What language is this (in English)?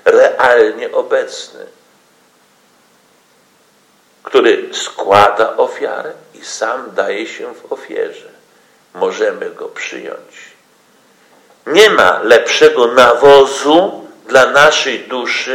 Polish